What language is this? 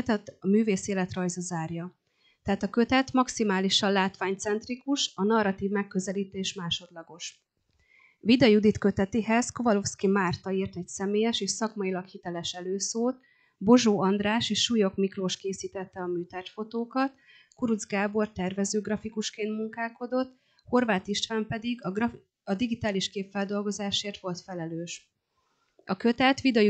Hungarian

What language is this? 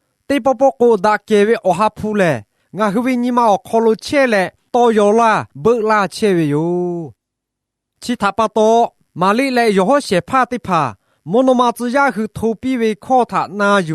Lahu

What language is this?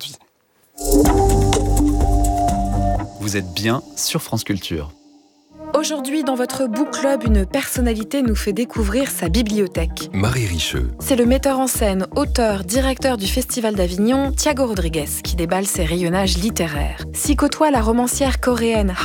French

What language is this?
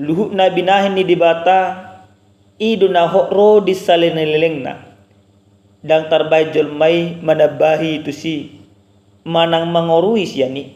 Batak Toba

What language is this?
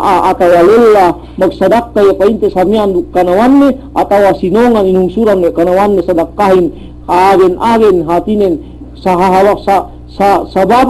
Yakan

